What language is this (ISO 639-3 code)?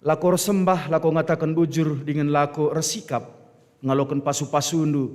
btx